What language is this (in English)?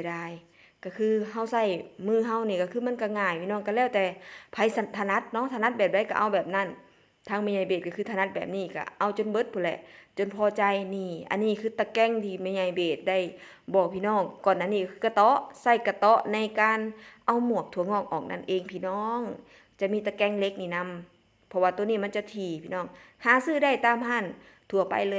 Northeastern Thai